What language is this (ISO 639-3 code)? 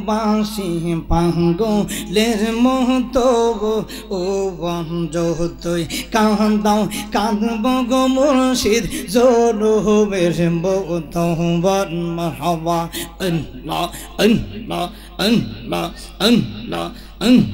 ben